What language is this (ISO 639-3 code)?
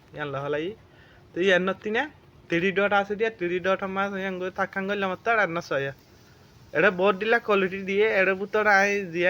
rhg